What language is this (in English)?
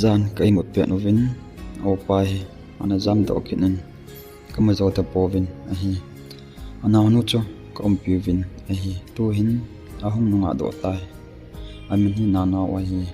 Thado Chin